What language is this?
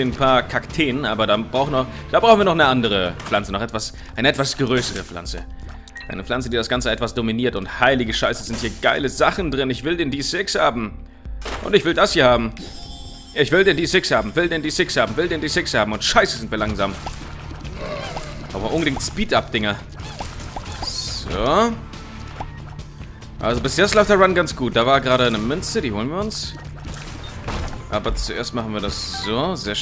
German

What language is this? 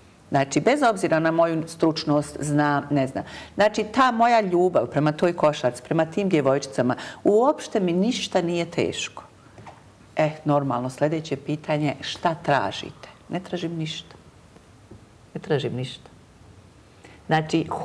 Bosnian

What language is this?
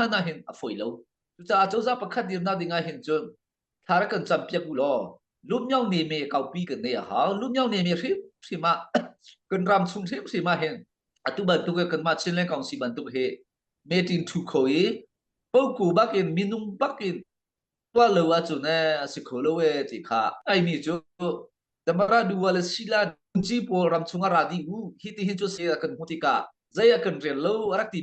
Hakha Chin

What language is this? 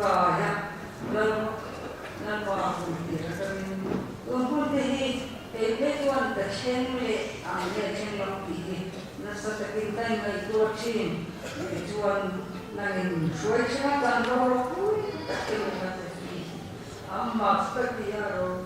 Mizo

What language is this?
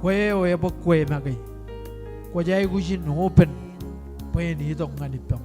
Marshallese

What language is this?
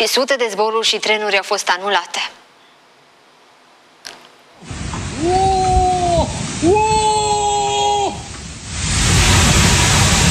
Romanian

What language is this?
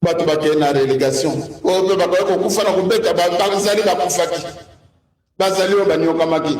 Lingala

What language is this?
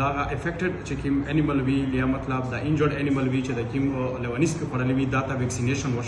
Pashto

